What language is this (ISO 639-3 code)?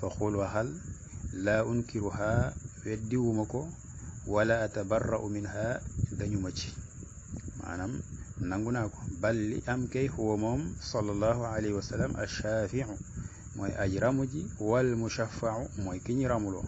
wol